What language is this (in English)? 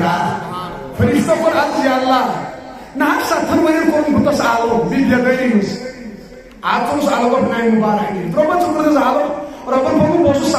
Kashmiri